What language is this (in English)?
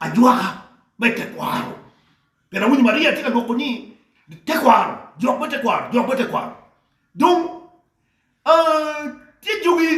Acoli